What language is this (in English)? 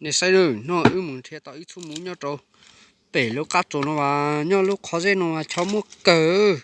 Hmong